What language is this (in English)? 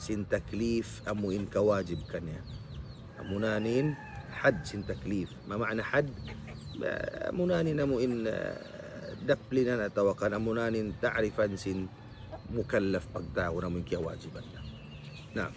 Tausug